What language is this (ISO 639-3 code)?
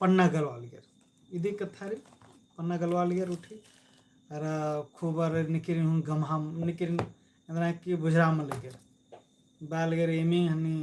kru